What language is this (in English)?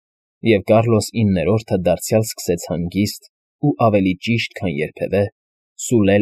Armenian